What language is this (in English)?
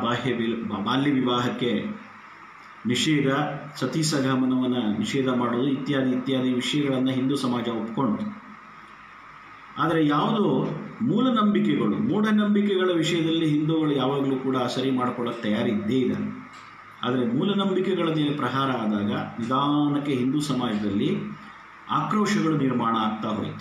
Kannada